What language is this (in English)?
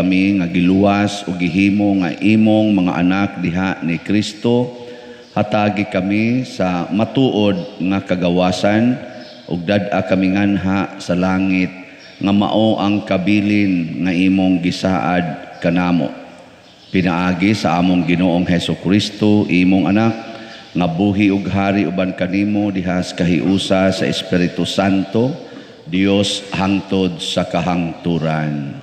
Cebuano